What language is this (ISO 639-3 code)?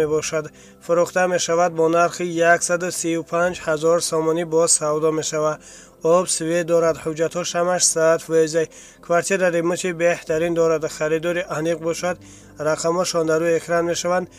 tgk